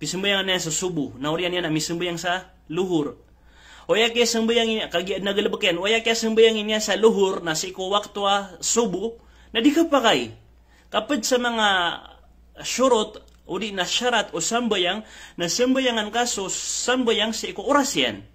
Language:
Maranao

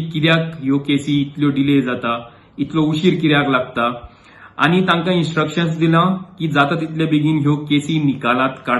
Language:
Konkani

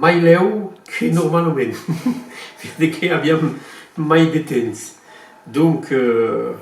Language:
Occitan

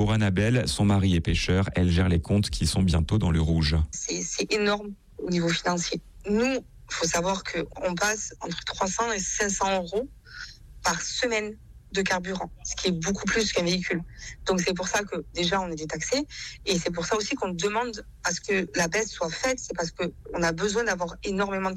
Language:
French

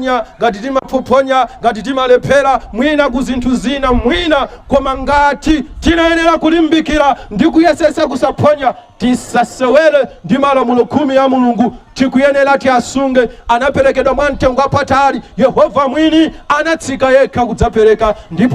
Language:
Nyanja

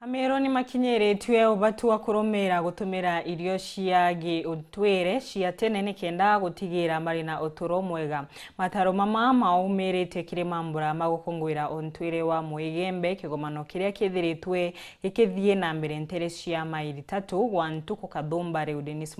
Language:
Meru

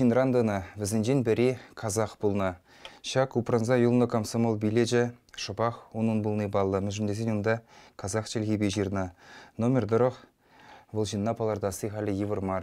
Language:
Chuvash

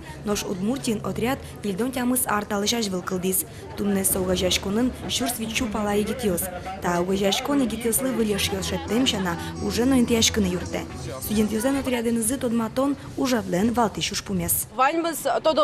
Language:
Udmurt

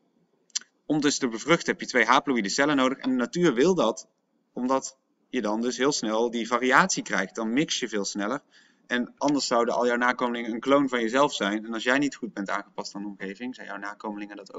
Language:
Dutch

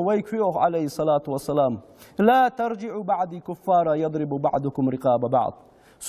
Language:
Ingush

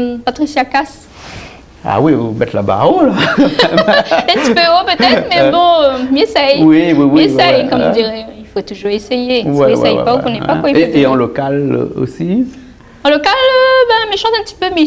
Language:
Réunion Creole French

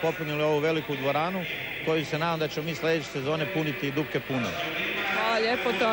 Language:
Croatian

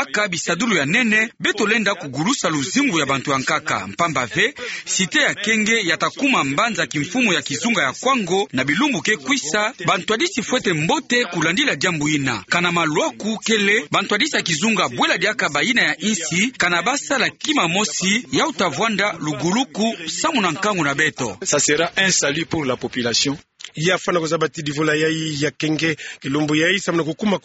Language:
Kituba (Democratic Republic of Congo)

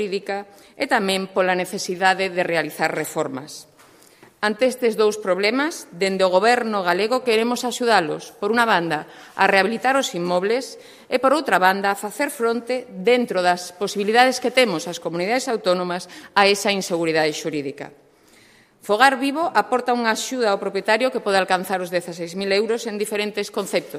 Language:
Galician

